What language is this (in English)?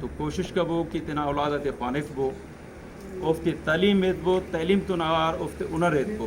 Brahui